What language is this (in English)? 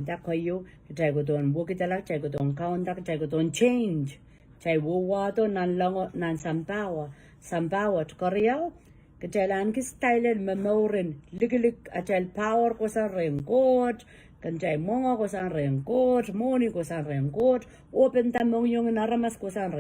Pohnpeian